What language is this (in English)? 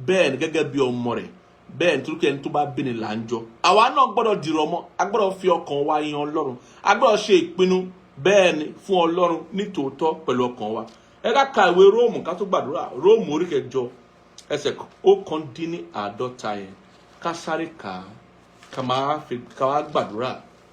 Yoruba